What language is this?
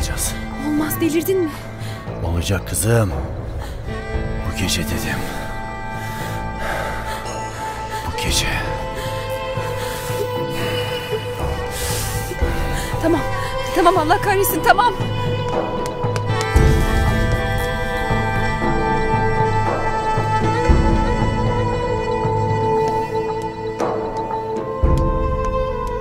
Turkish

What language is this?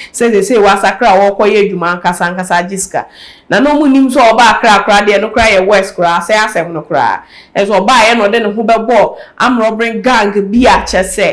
Akan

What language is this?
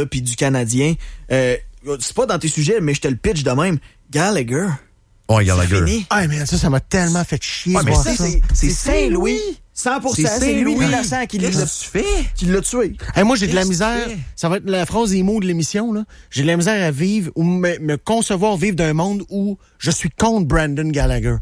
French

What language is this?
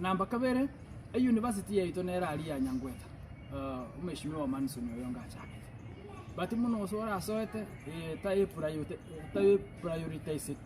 Gusii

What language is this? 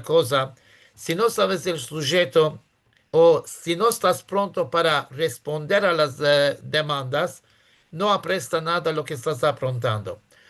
Ladino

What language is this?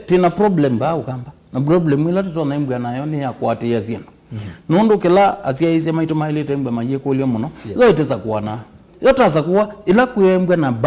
Kamba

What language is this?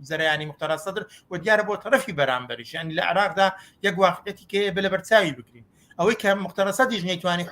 Central Kurdish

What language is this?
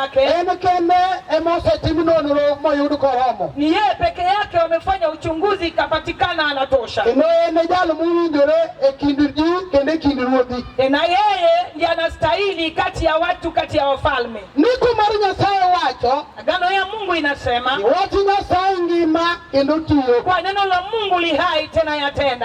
Luo (Kenya and Tanzania)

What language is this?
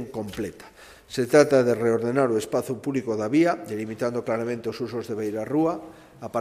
Galician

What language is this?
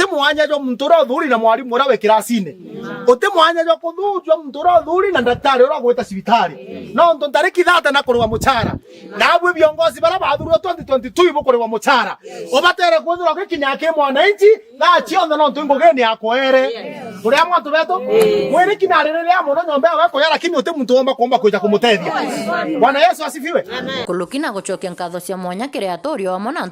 Meru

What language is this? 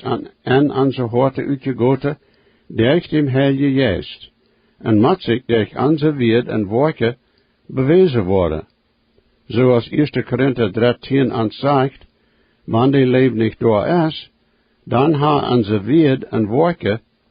Plautdietsch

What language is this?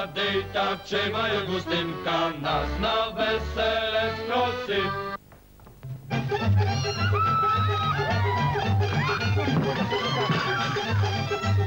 Polish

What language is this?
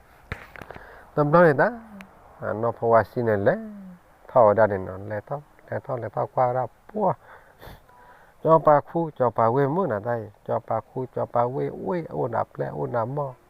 S'gaw Karen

